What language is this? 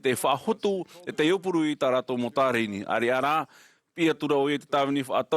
Tahitian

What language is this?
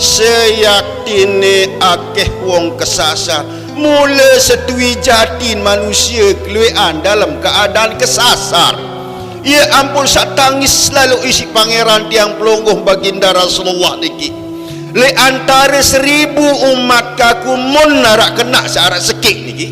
Sasak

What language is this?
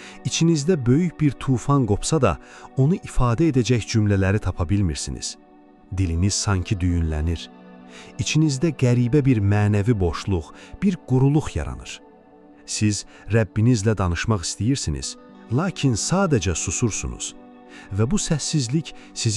Azerbaijani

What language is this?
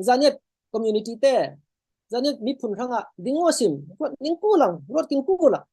Falam Chin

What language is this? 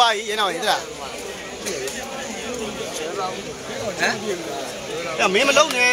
Burmese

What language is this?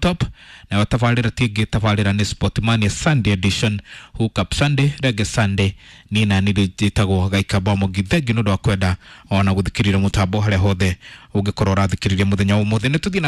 Kikuyu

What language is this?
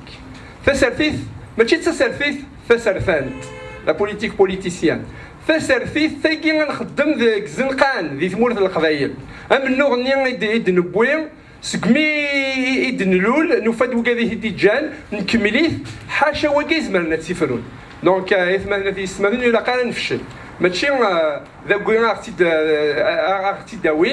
Kabyle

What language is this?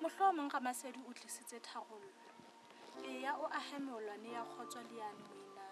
Southern Sotho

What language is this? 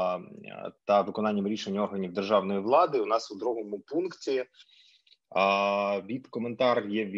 Ukrainian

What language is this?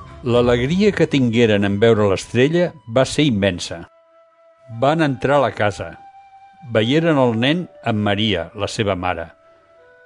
Catalan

